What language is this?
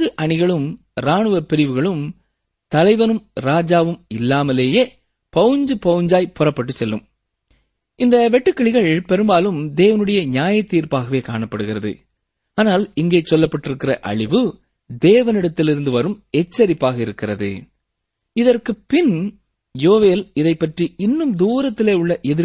Tamil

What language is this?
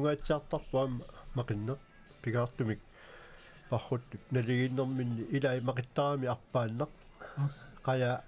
Kalaallisut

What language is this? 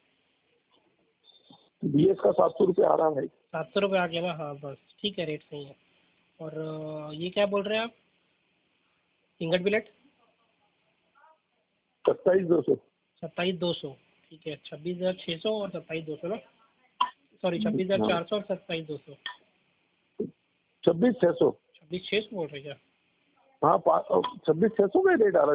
Hindi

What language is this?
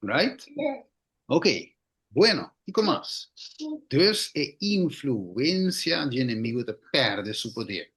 Papiamento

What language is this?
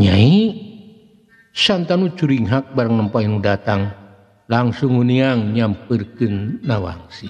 Sundanese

